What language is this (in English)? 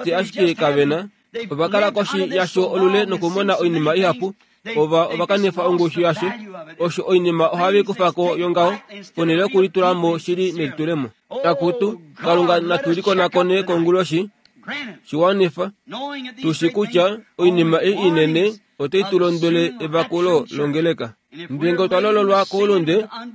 Kuanyama